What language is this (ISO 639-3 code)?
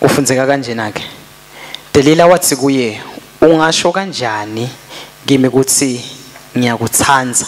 ssw